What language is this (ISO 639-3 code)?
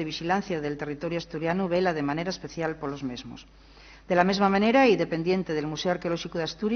ast